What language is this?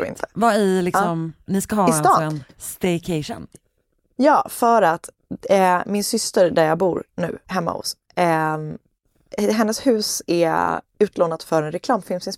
Swedish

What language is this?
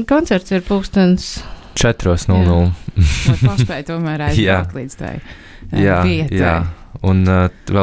Latvian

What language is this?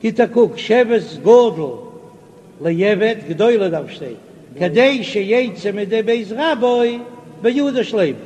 Yiddish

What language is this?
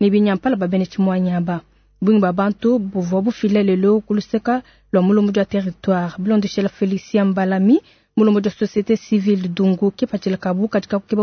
Luba-Lulua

